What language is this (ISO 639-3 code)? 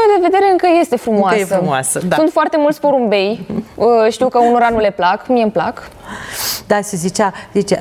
ron